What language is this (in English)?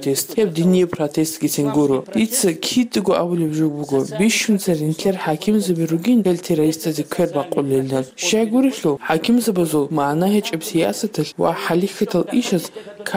Avaric